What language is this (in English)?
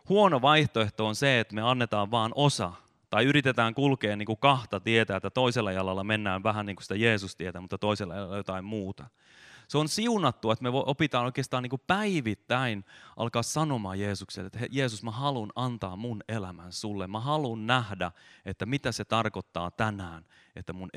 Finnish